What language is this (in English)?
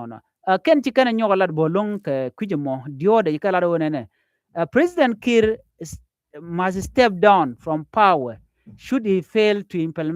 Nuer